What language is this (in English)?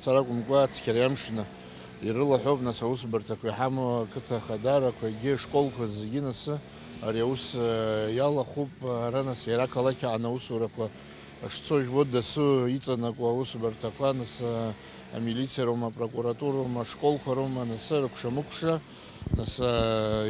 Abkhazian